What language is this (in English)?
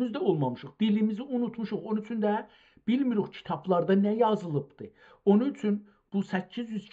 South Azerbaijani